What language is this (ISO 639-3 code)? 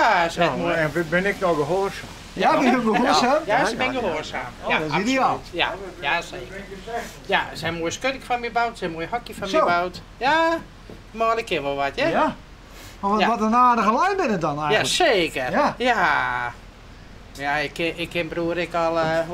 fry